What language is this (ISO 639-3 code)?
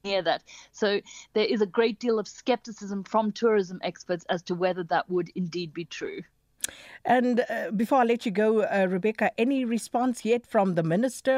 eng